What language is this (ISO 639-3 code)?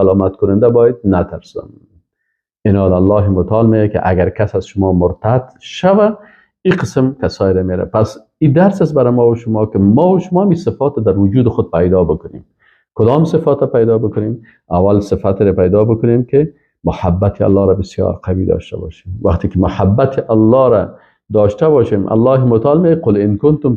fas